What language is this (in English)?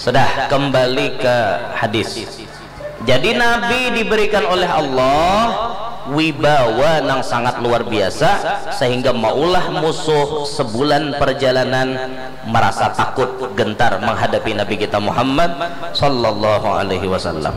Banjar